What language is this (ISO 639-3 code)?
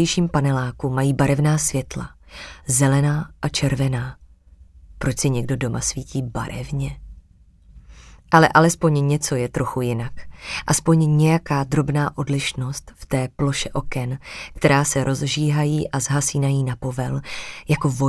ces